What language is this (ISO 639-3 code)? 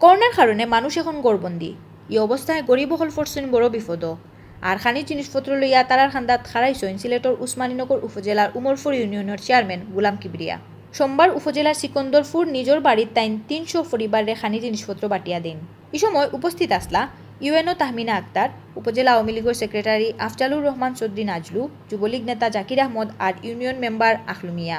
syl